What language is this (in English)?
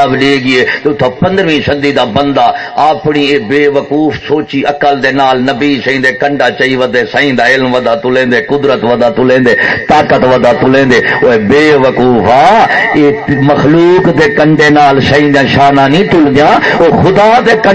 Saraiki